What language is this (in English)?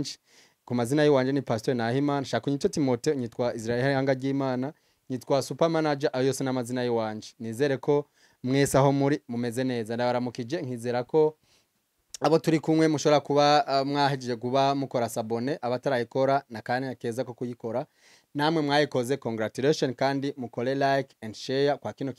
Rundi